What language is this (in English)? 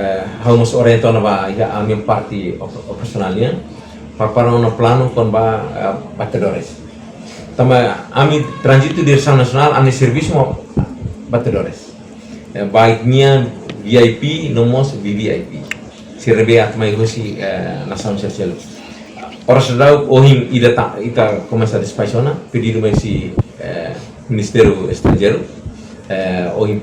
Tetum